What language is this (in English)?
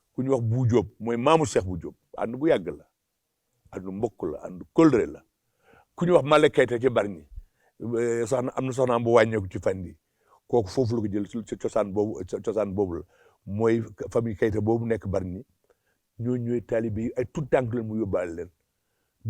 Wolof